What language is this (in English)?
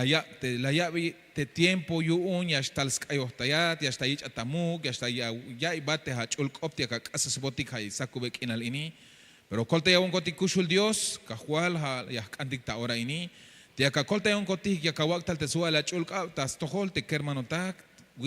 Tzeltal